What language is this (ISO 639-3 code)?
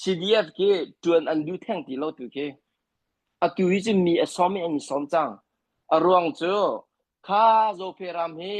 cnh